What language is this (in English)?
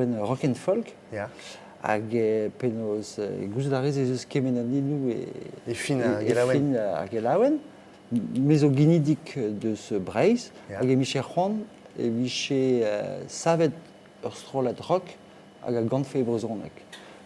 Breton